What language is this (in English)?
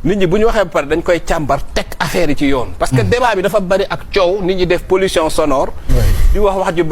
Wolof